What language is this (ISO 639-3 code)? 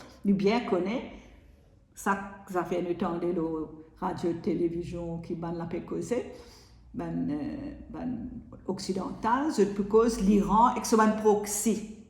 mfe